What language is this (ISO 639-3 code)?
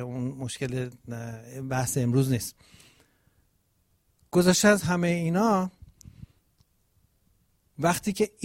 fas